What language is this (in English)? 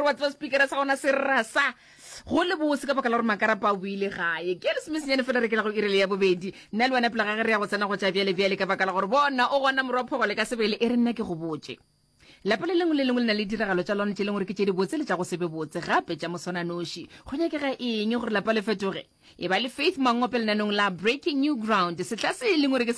Northern Sotho